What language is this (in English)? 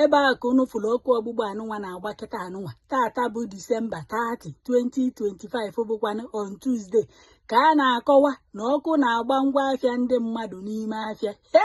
Igbo